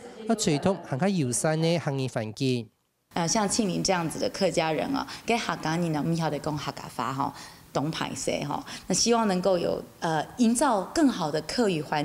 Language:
Hakka Chinese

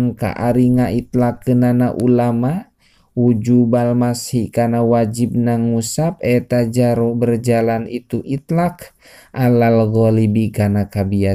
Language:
Sundanese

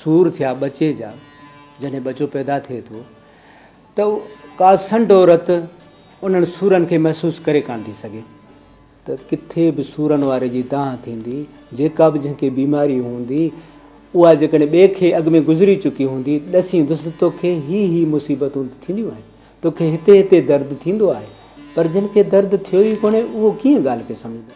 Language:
Sindhi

